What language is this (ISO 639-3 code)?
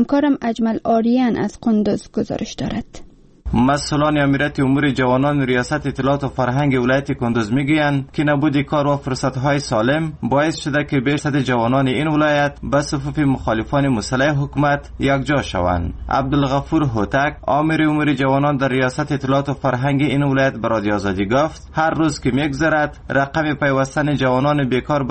fas